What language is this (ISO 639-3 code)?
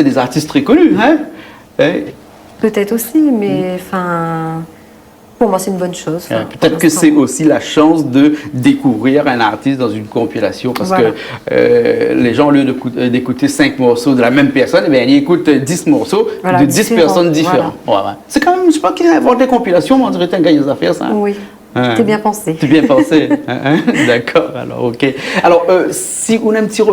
rcf